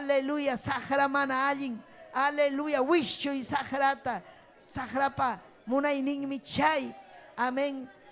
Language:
Ayacucho Quechua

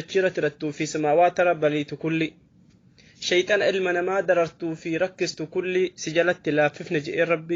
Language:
Oromo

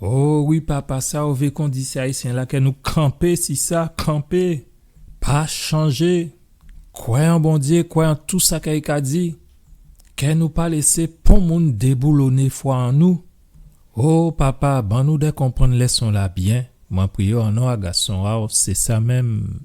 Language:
Guadeloupean Creole French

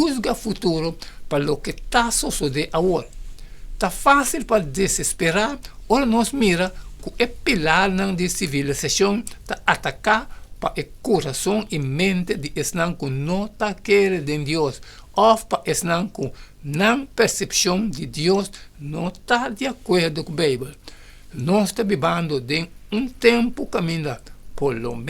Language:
Papiamento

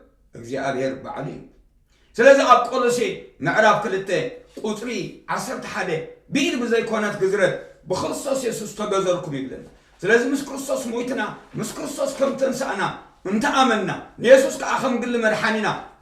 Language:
Tigrinya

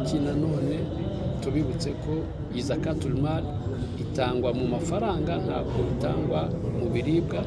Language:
Kinyarwanda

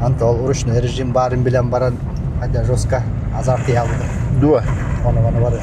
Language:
Yakut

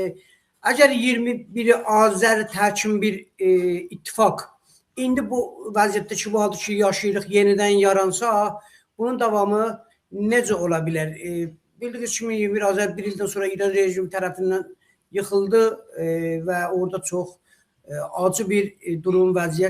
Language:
South Azerbaijani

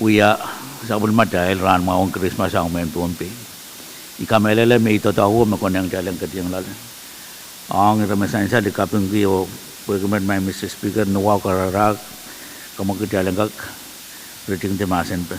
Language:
Pohnpeian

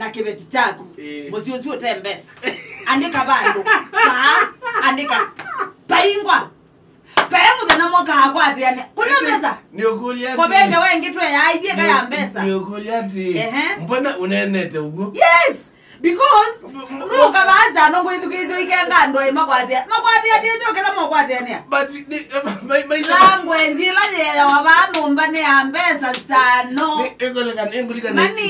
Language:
Kamba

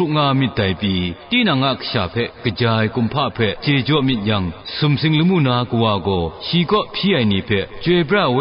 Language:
Kachin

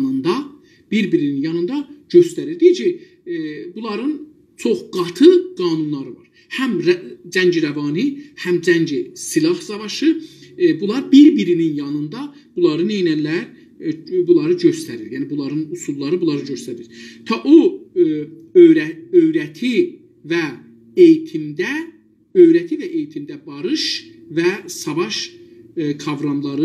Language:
South Azerbaijani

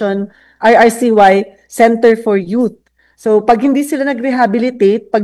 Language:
Filipino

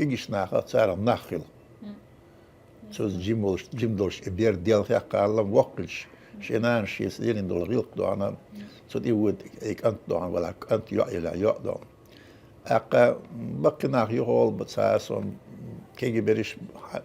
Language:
Chechen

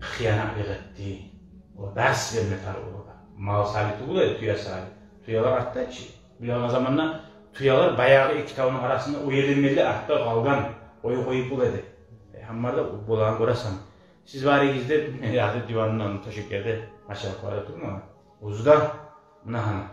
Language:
Kumyk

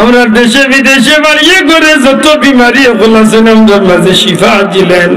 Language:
Sylheti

